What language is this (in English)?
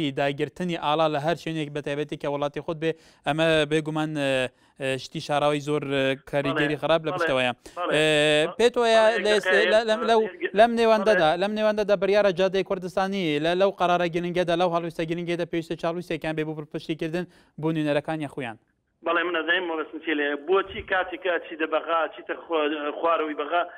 Central Kurdish